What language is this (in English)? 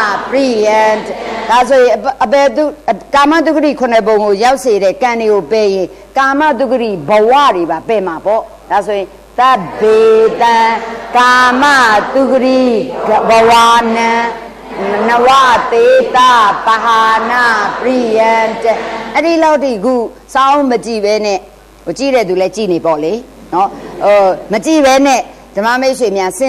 Burmese